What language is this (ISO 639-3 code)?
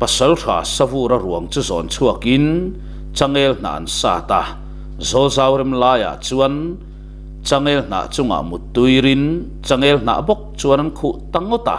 lus